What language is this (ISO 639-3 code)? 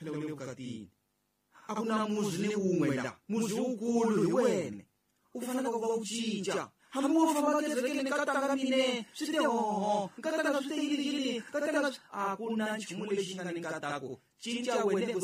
tso